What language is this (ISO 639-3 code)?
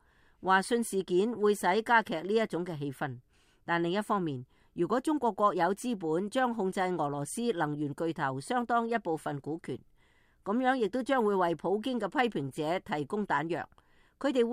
yue